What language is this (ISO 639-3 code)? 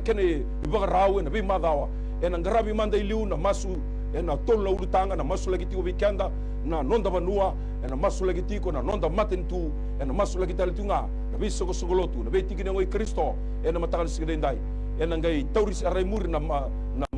fij